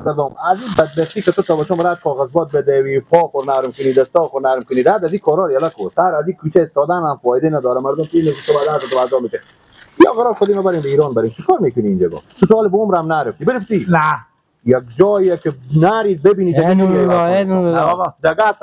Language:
Persian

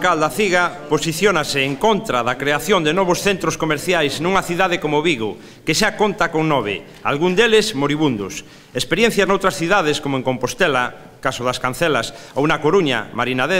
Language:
Galician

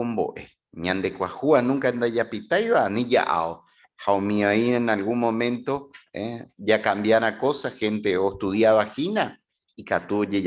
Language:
Guarani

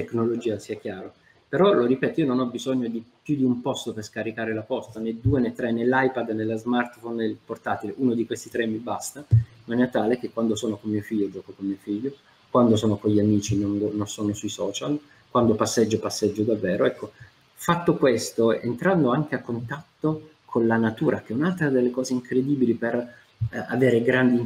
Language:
Italian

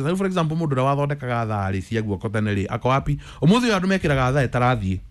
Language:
Kikuyu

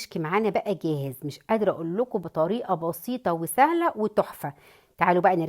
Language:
Egyptian Arabic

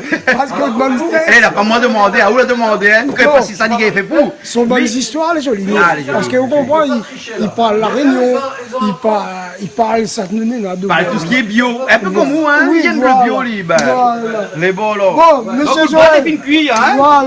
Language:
Réunion Creole French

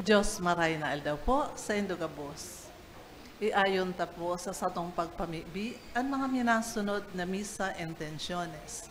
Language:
Bikol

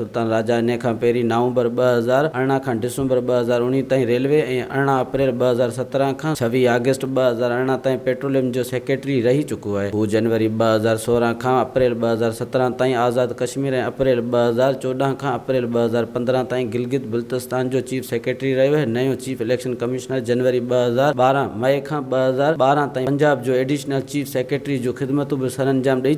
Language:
Sindhi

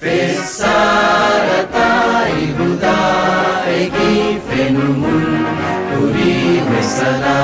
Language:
Divehi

